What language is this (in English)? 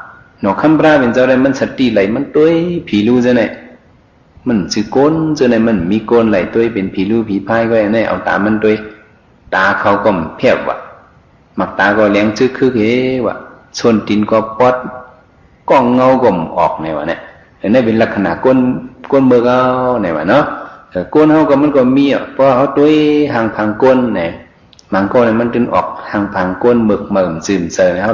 Shan